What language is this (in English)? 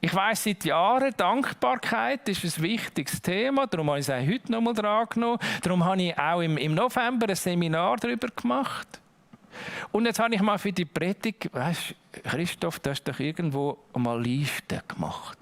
Swiss German